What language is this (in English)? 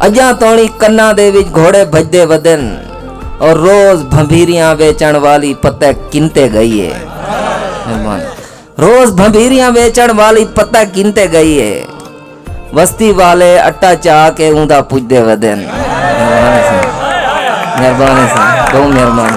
Saraiki